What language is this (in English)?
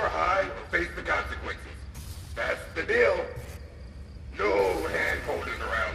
English